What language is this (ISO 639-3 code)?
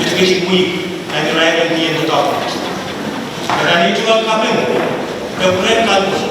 pon